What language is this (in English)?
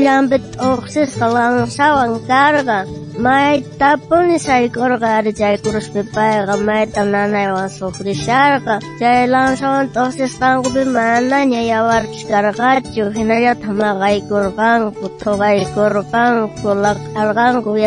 South Bolivian Quechua